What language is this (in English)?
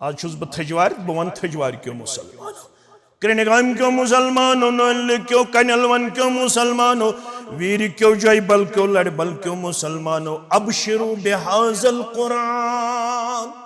Kashmiri